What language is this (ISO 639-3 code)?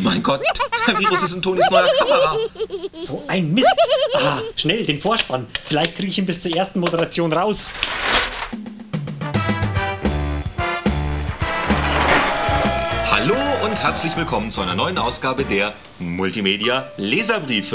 deu